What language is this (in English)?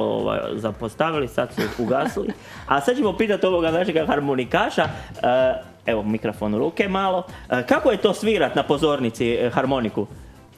Croatian